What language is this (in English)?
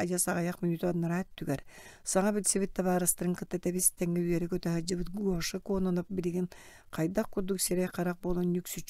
Yakut